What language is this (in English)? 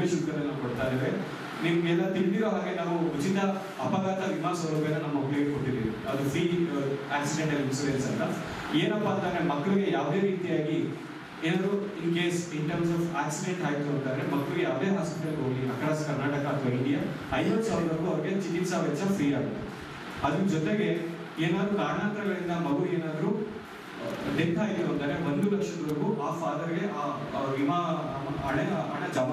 Kannada